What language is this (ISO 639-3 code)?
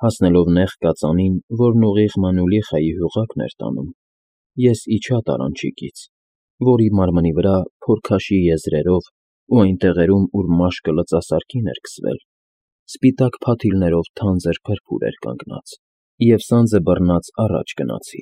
hye